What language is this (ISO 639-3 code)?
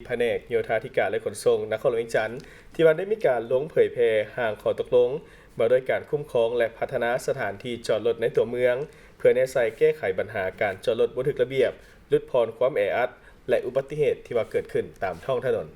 lao